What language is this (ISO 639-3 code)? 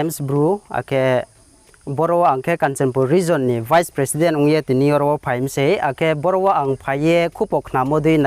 trp